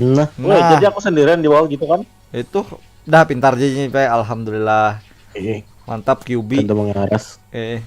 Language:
Banjar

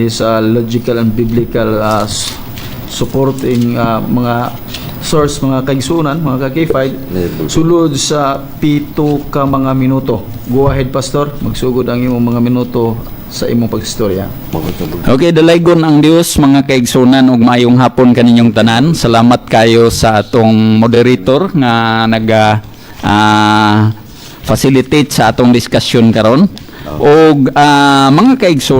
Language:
Cebuano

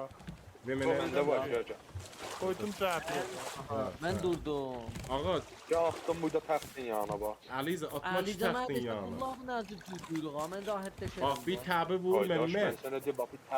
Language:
South Azerbaijani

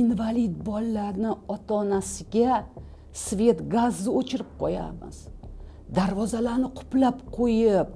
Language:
Uzbek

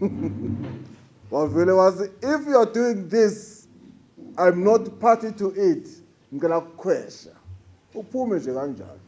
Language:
Zulu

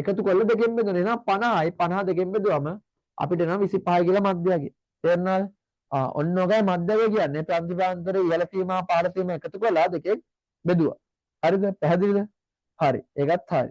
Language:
Sinhala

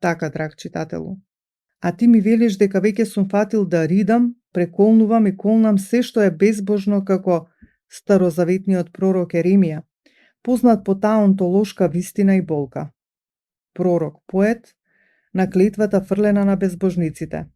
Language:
Macedonian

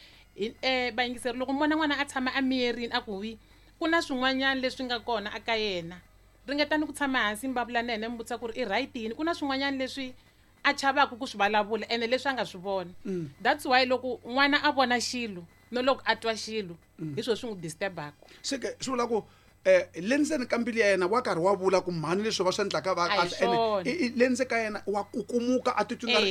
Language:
Tsonga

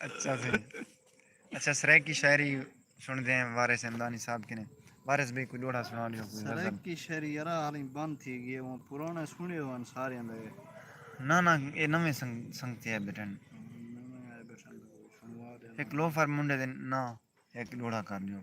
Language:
Saraiki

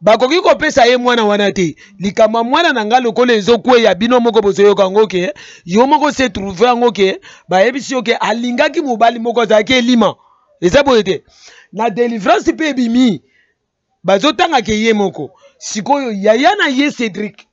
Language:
Lingala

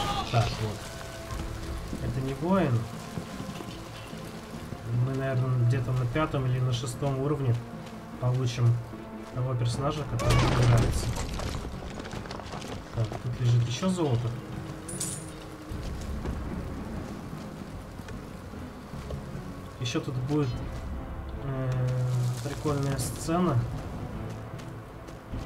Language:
Russian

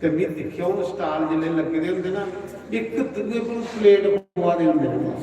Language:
Dogri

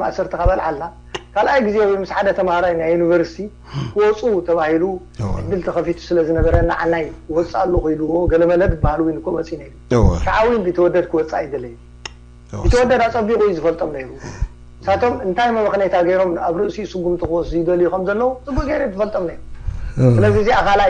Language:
Tigrinya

